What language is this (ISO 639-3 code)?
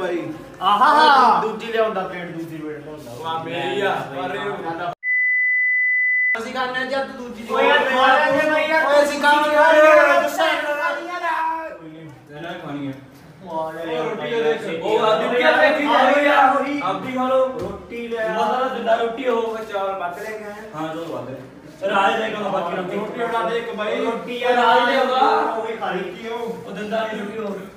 pan